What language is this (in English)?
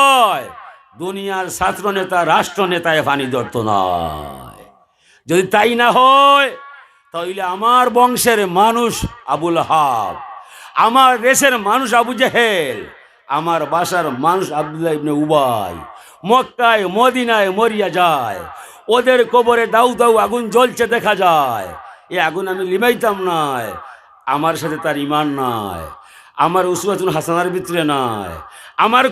Sylheti